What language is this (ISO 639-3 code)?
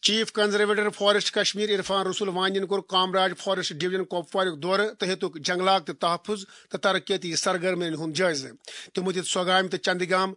kas